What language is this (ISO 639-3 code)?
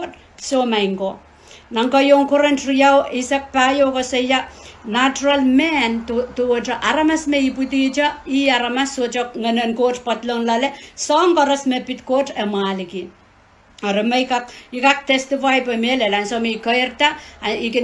pon